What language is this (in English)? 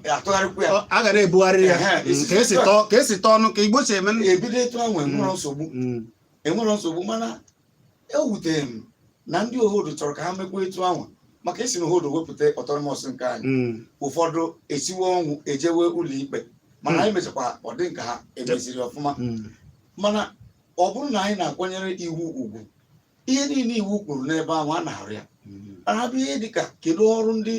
Igbo